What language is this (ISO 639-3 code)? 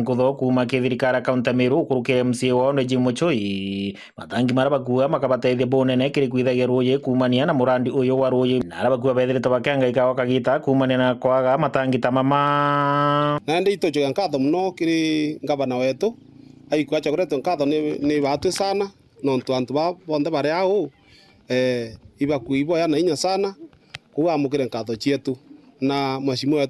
mer